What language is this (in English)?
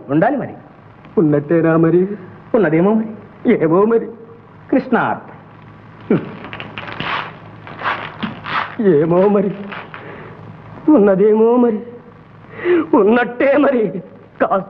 Telugu